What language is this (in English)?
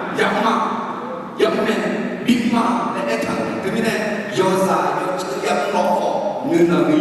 Akha